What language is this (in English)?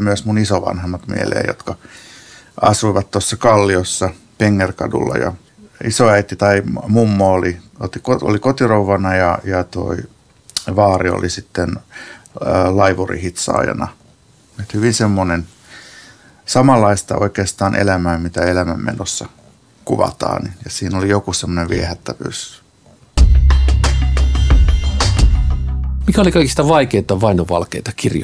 Finnish